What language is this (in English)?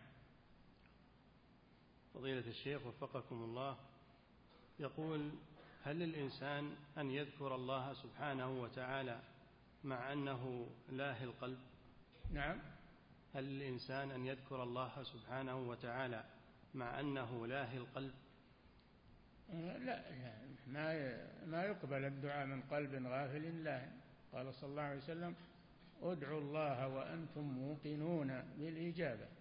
Arabic